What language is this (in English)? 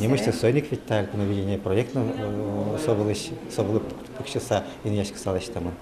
Udmurt